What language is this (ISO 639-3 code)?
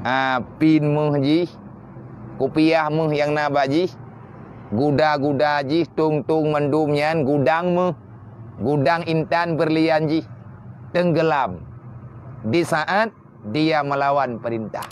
ace